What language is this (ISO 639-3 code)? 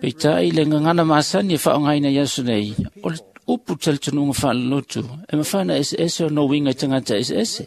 smo